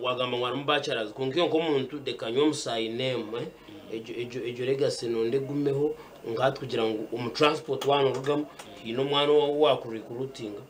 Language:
Nyankole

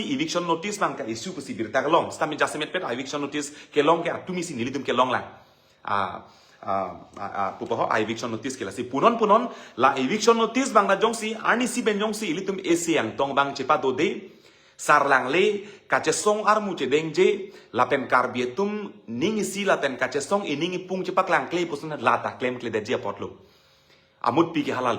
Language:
Karbi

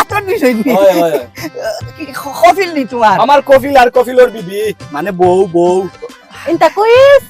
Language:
Sylheti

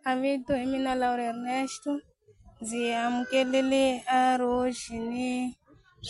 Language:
Tsonga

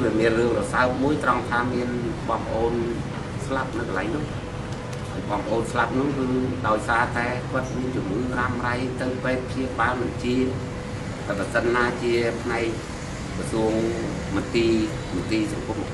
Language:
Khmer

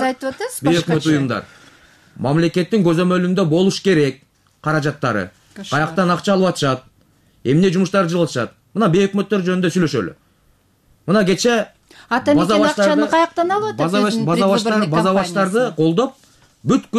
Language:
Kyrgyz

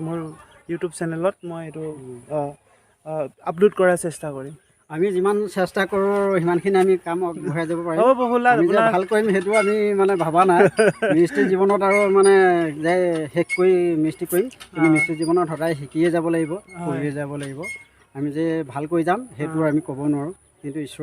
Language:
Assamese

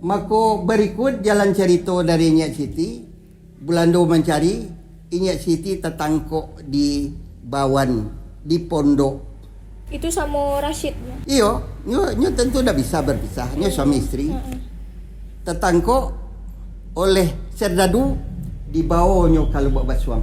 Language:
Minangkabau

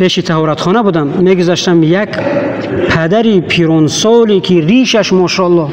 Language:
Tajik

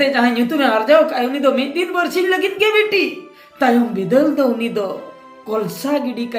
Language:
Santali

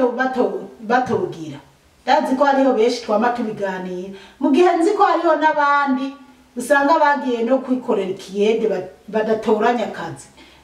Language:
Rundi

